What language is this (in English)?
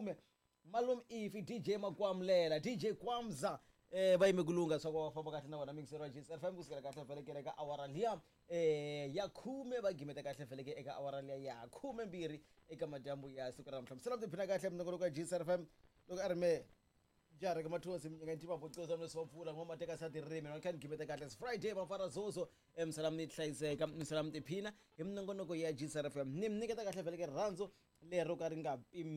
Tsonga